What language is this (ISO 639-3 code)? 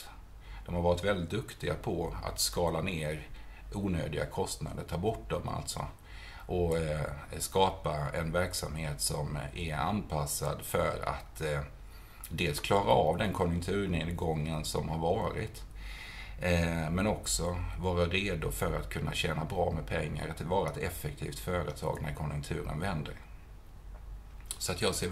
swe